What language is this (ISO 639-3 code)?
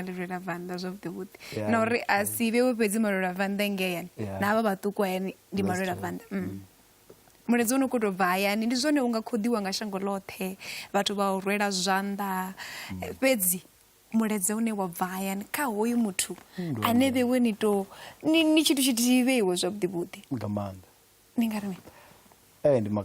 ven